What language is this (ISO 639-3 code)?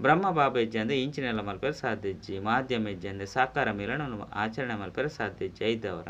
tcy